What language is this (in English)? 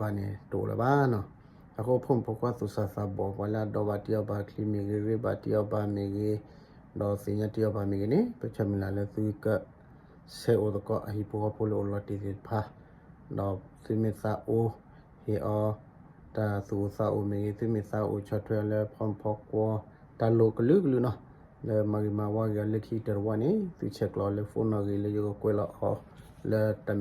S'gaw Karen